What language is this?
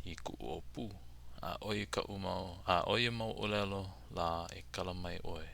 Hawaiian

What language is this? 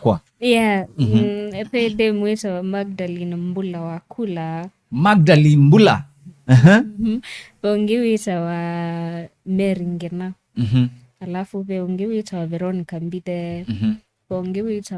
Kamba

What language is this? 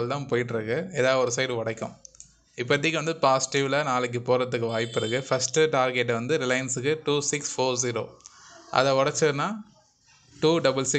Tamil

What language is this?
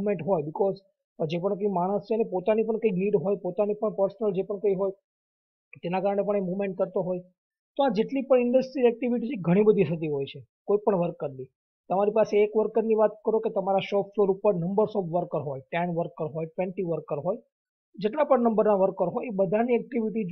Gujarati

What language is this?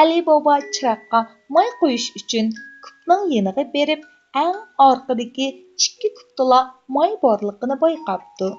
Uyghur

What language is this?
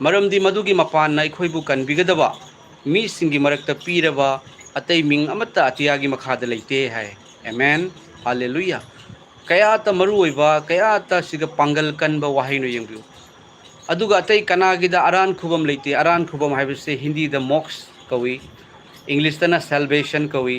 Manipuri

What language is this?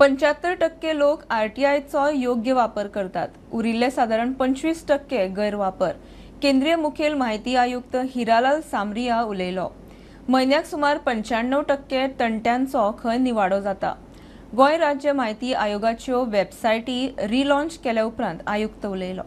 Konkani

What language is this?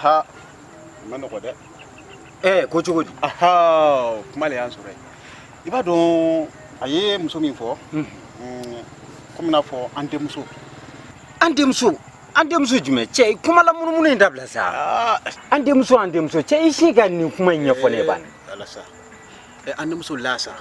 Bambara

